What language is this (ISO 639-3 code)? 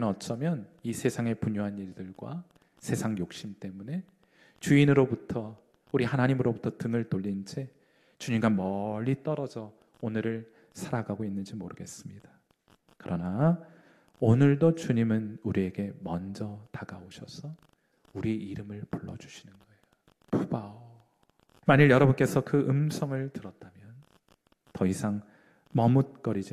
kor